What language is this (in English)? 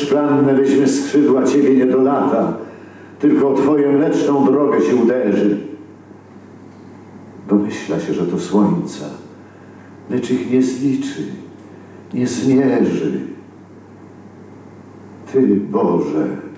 Polish